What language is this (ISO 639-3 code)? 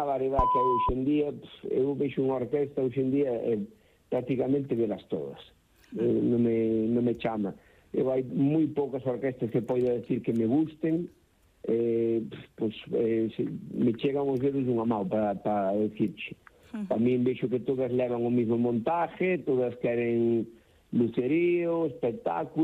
glg